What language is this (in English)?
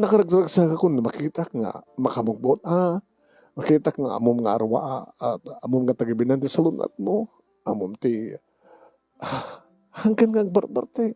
Iloko